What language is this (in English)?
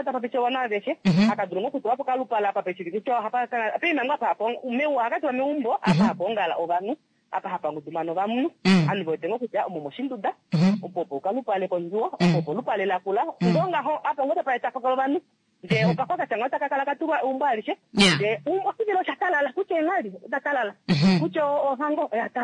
Kuanyama